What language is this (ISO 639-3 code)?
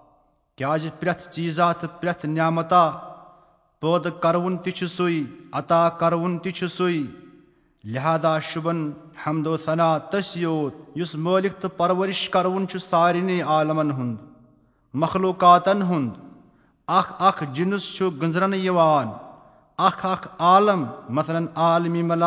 kas